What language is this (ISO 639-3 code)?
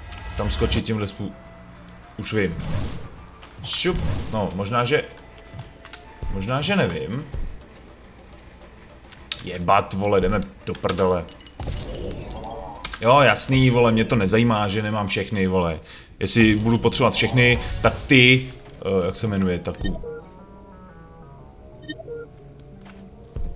ces